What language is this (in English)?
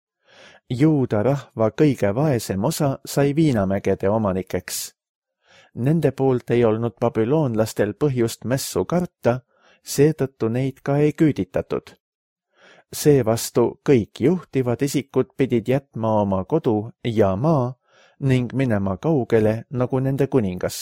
Estonian